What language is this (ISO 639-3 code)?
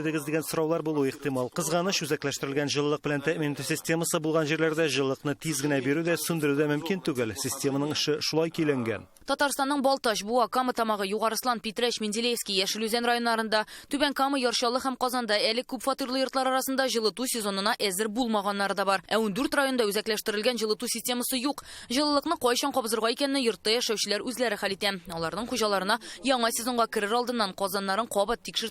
tat